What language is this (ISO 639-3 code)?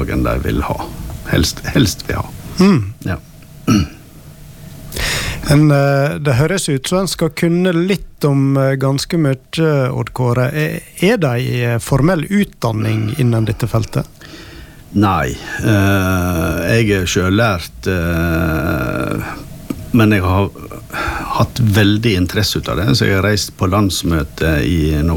nor